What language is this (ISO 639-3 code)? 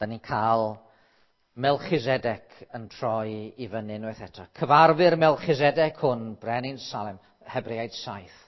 cym